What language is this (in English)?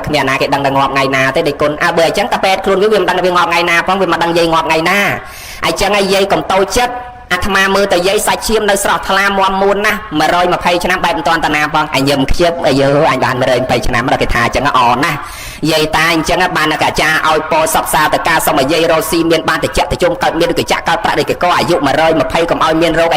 Khmer